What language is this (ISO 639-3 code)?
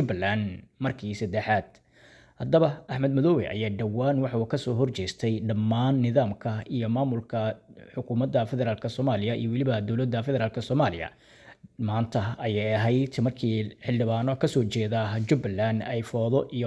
som